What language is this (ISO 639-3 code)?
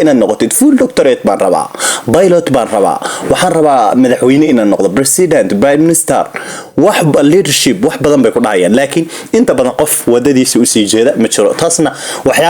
som